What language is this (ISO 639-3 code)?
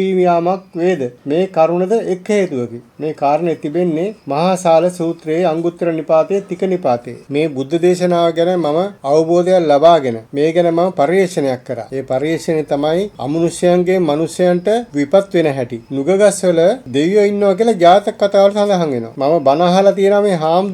sin